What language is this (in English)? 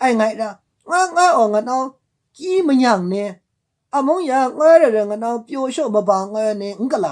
Maru